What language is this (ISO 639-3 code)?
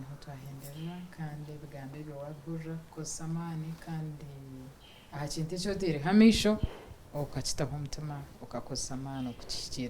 nyn